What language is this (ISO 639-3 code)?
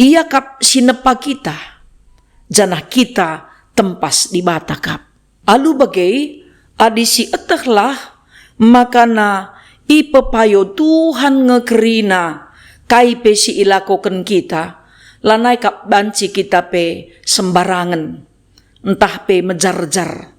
btx